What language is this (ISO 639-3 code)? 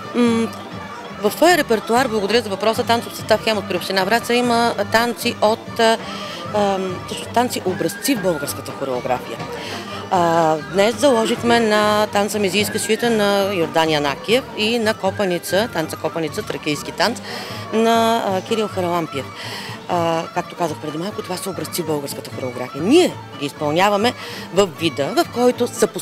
bul